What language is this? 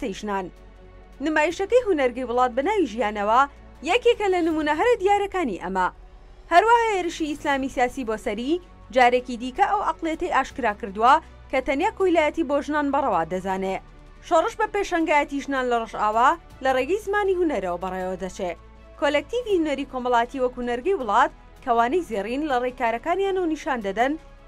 Central Kurdish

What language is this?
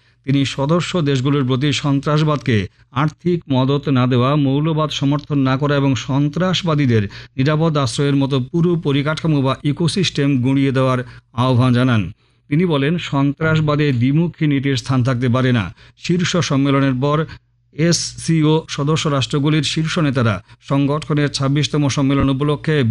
Bangla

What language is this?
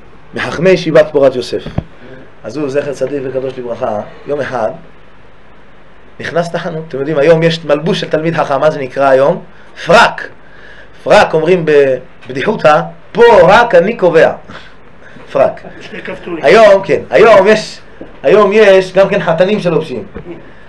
Hebrew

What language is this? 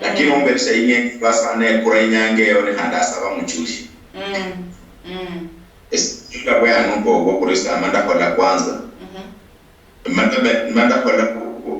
Luyia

